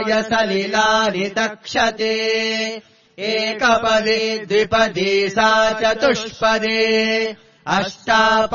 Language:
Sanskrit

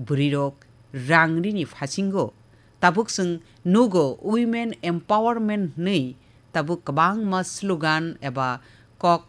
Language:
Kok Borok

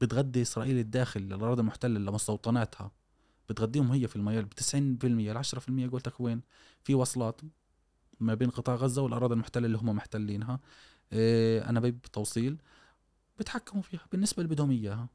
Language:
Gulf Arabic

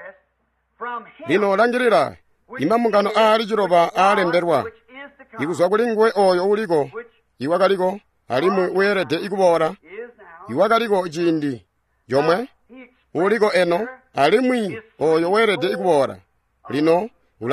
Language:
Tonga (Zambia)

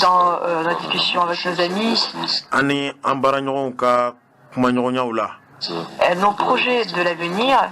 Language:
Bambara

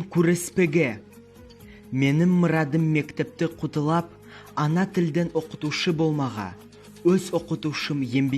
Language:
Nogai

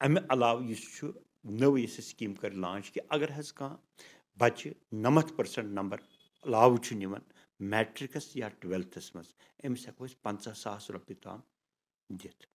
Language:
Kashmiri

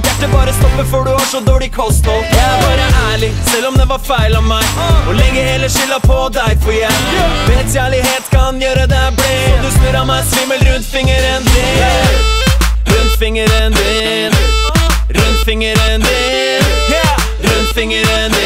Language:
Norwegian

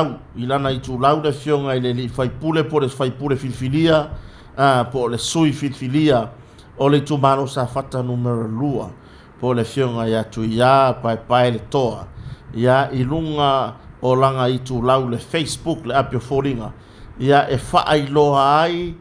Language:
Samoan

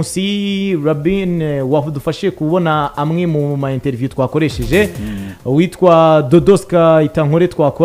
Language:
Kinyarwanda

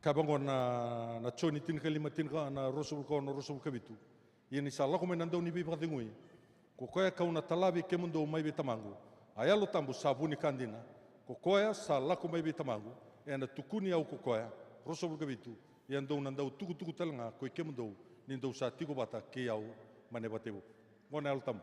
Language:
Fijian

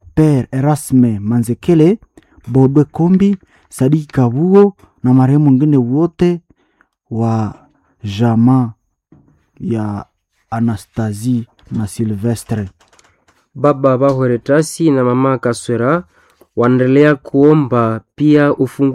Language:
Swahili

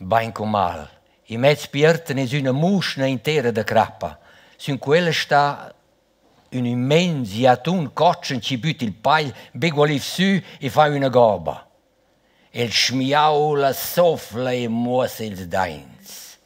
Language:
Romansh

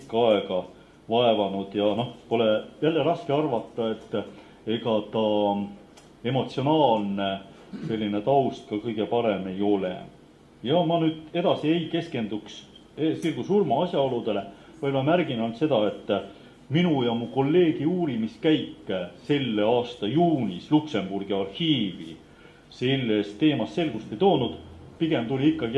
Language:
Estonian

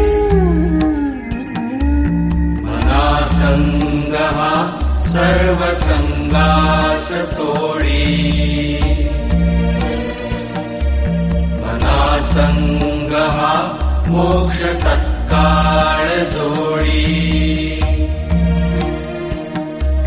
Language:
Marathi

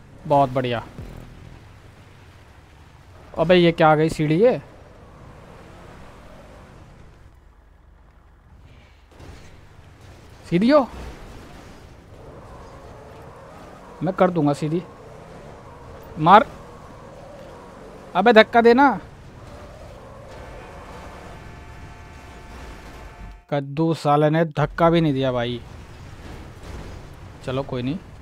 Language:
Hindi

